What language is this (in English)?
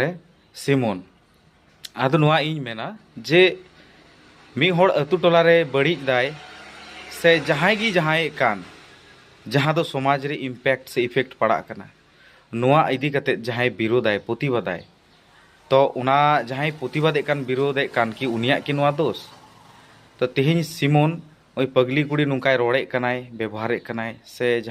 Santali